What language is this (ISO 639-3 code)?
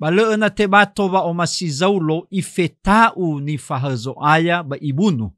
nia